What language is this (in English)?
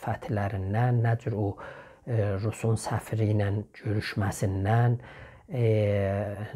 South Azerbaijani